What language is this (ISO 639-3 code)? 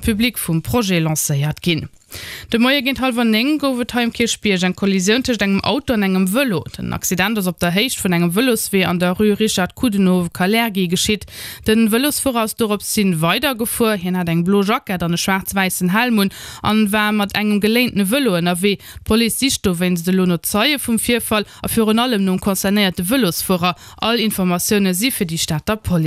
ltz